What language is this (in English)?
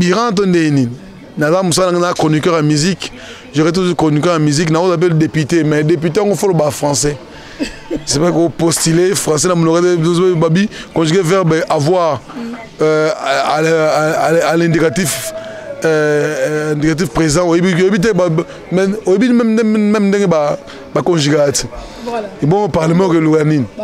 Lingala